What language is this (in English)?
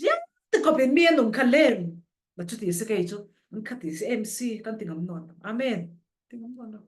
Falam Chin